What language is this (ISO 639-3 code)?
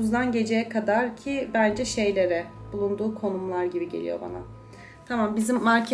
tur